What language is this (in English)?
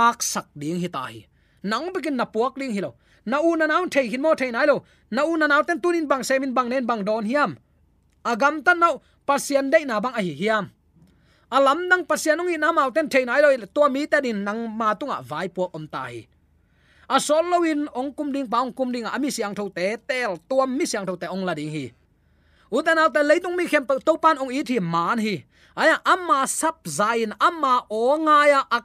Tedim Chin